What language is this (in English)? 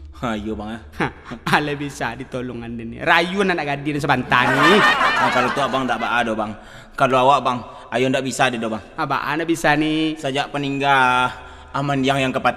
Minangkabau